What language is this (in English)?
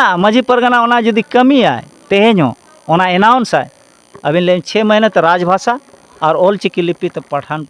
Santali